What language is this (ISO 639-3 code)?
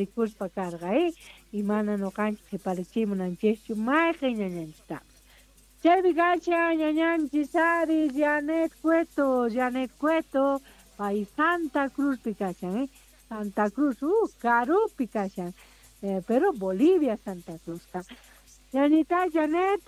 quh